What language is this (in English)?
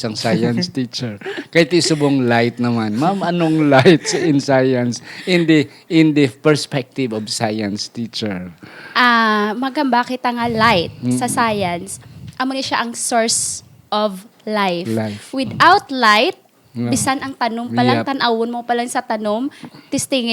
Hiligaynon